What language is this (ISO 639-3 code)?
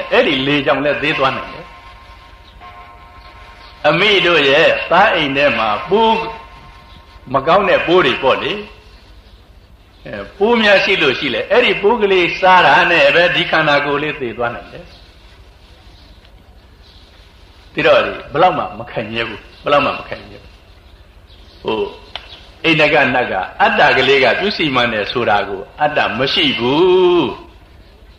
mya